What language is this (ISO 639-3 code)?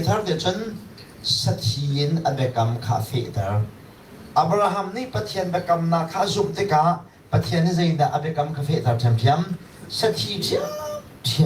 cnh